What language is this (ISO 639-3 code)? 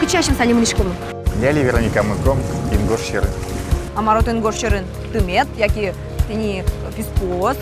udm